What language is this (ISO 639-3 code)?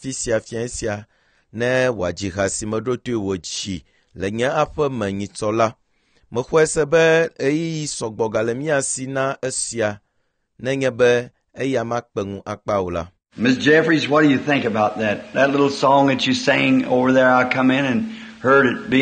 ewe